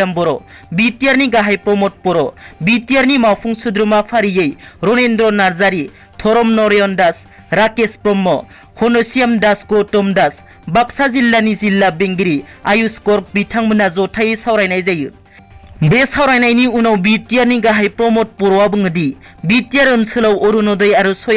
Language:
Bodo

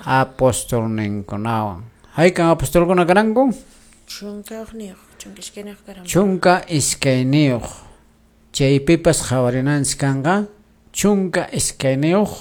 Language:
Quechua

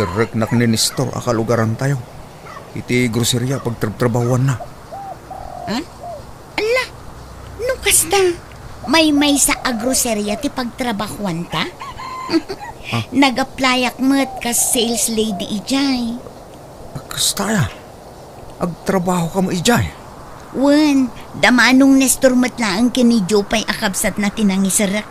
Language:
Iloko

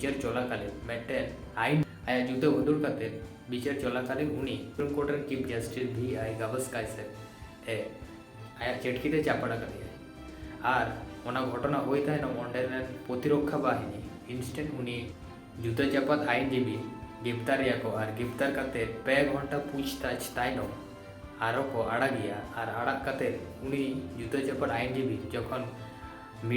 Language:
Santali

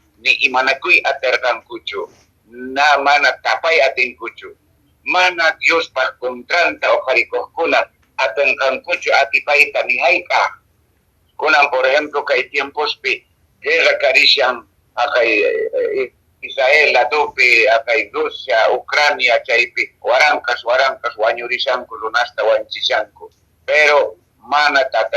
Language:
Quechua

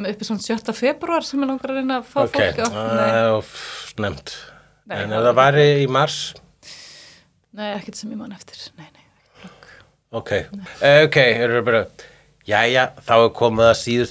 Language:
Icelandic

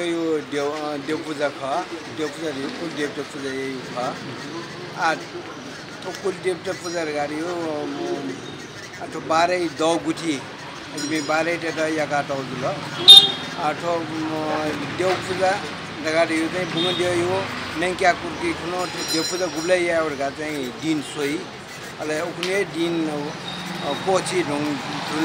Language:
Newari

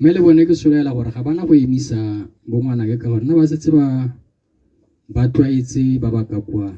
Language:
Tswana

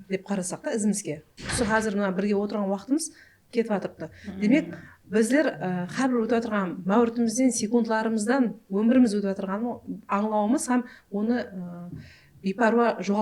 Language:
Kara-Kalpak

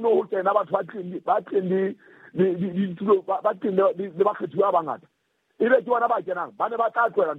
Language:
Southern Sotho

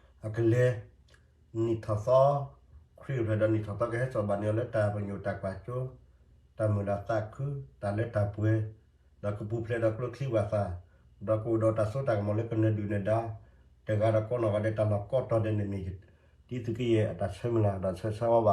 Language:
S'gaw Karen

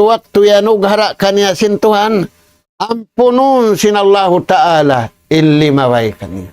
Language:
Tausug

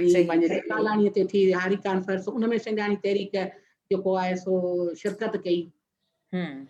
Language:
Sindhi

